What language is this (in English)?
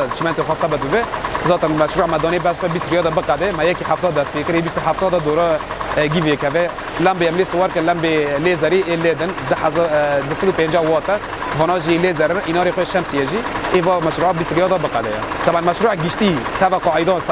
Kurdish